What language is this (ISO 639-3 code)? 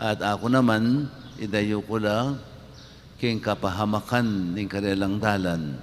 pam